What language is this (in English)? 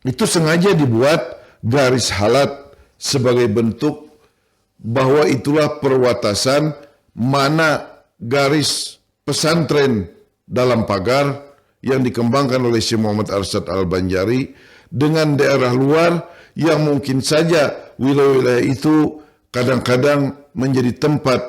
Banjar